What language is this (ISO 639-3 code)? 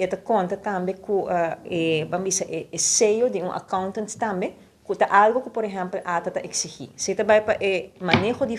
pap